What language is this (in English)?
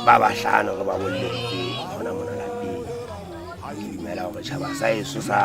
Southern Sotho